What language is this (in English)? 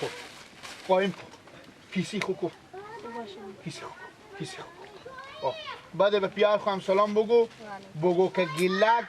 Persian